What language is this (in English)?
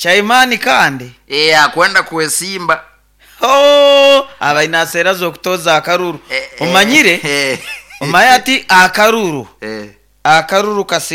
Nyoro